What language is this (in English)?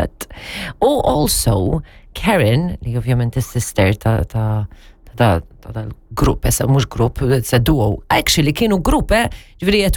Maltese